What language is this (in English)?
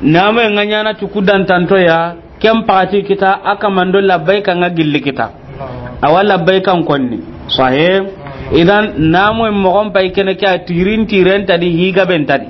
Soninke